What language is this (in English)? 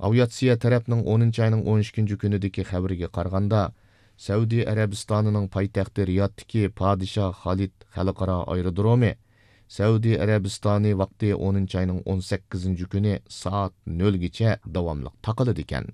Uyghur